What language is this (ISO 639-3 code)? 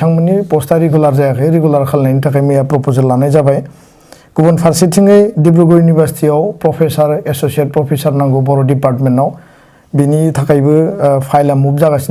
brx